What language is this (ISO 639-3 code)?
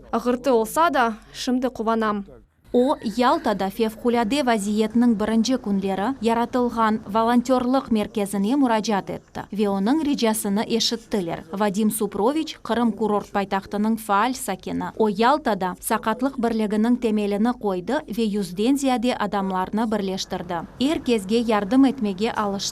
crh